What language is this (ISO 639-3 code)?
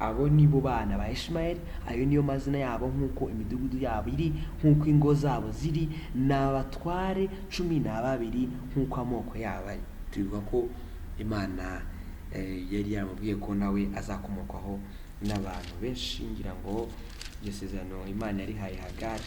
kin